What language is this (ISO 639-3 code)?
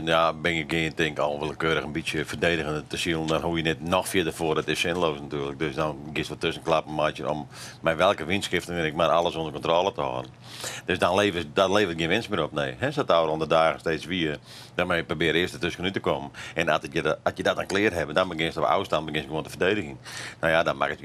fry